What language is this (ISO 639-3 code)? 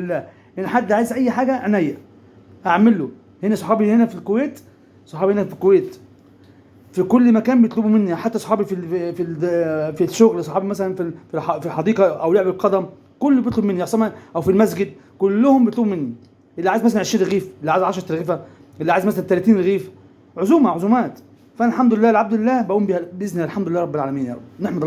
arz